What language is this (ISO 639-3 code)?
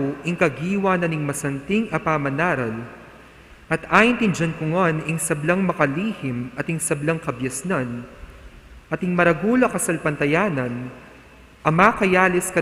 pam